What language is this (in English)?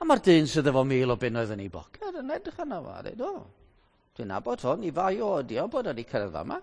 Welsh